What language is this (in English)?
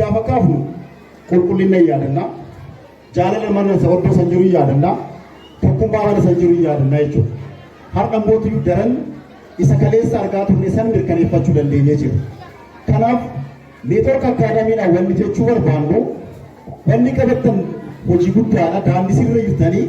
Oromo